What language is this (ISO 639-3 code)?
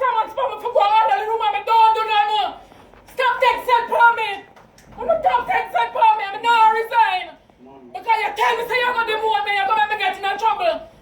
jam